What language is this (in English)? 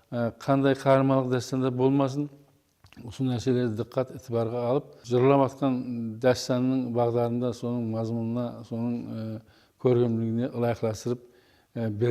Kara-Kalpak